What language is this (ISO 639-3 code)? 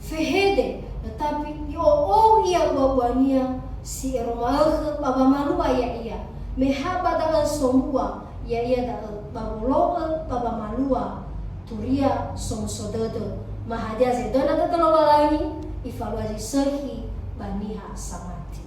nia